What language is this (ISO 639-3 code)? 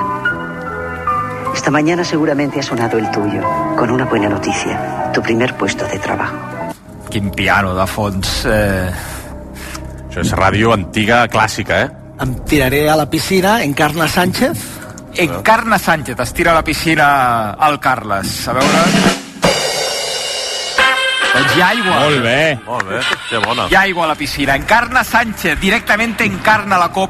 cat